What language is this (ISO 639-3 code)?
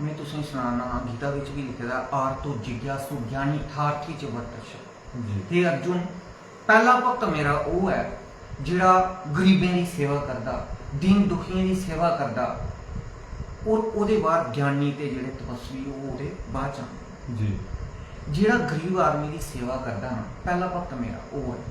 doi